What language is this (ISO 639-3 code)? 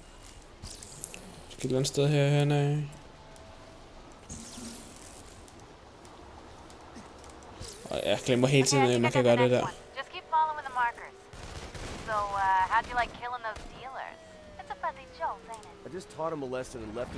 dan